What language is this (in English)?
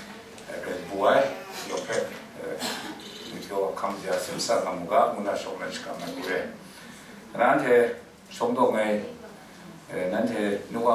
Kachin